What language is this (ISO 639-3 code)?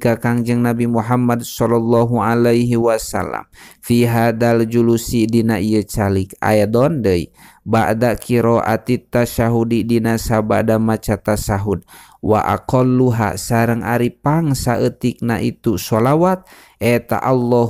sun